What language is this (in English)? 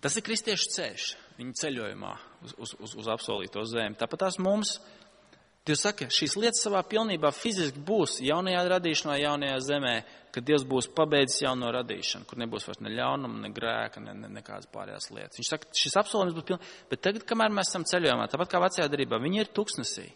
Latvian